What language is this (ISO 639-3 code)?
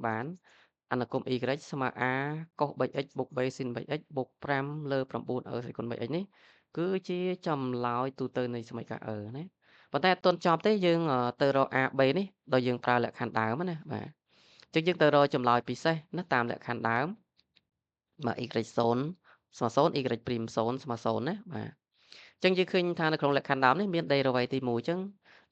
khm